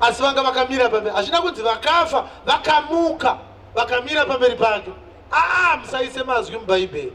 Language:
Shona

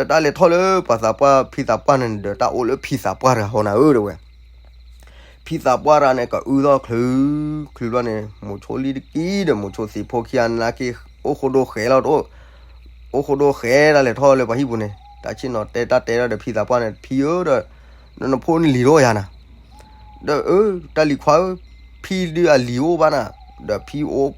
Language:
S'gaw Karen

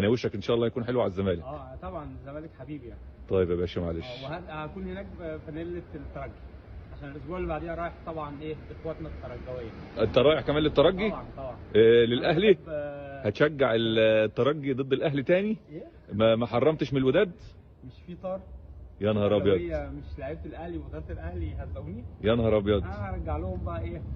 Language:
Egyptian Arabic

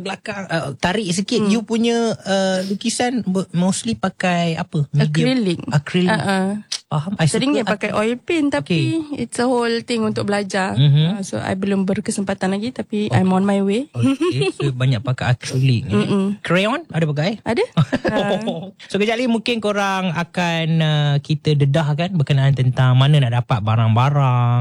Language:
Malay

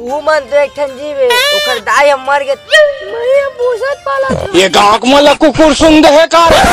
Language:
Chhattisgarhi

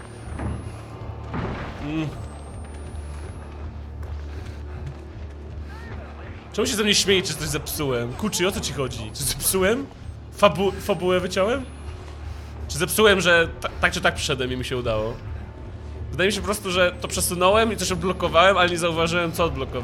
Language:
Polish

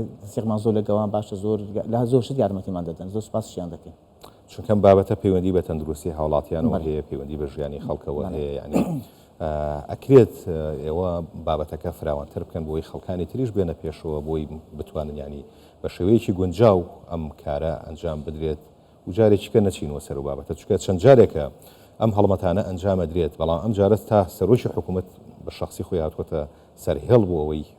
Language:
Central Kurdish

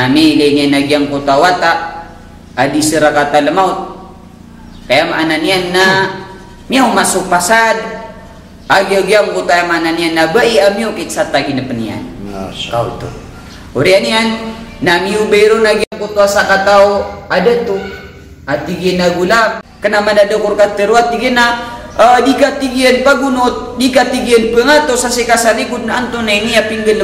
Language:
Maranao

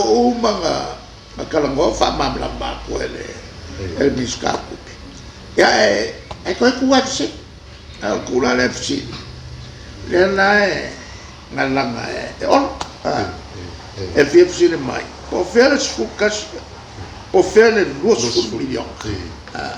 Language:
Samoan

